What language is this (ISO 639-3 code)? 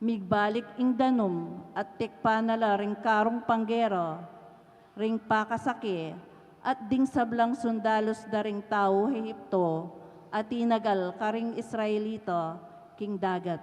pam